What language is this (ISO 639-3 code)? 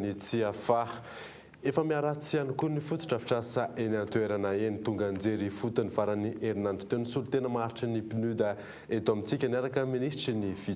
mlg